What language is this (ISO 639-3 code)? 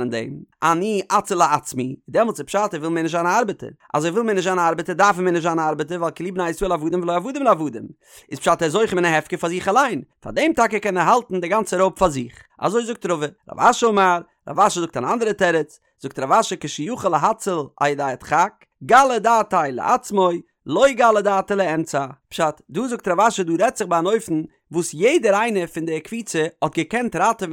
yid